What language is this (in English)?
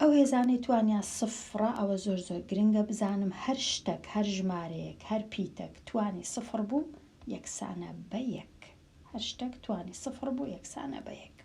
Central Kurdish